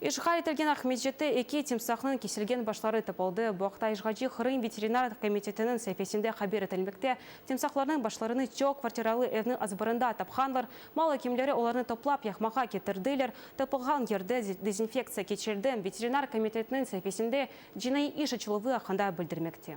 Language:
Crimean Tatar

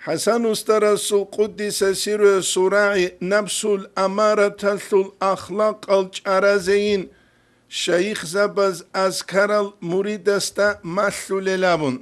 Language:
Avaric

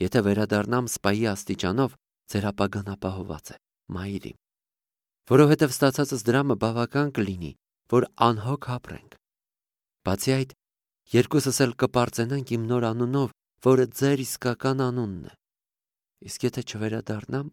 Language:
Armenian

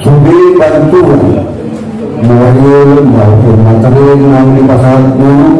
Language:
Batak Angkola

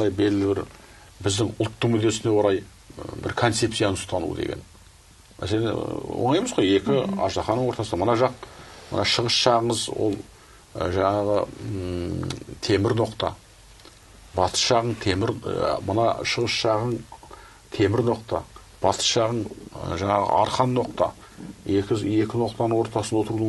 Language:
Kazakh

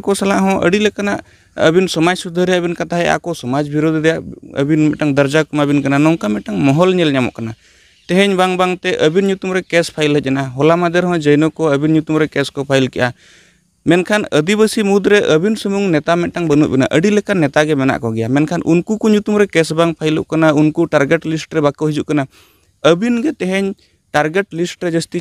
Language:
Santali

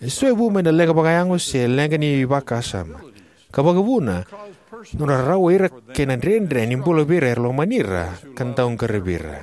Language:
Fijian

